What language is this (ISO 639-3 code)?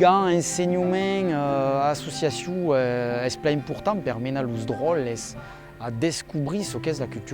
oci